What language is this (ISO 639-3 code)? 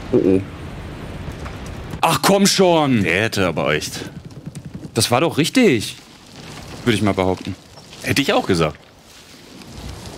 deu